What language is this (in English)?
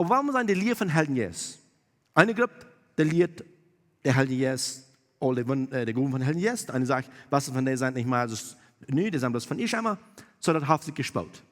Plautdietsch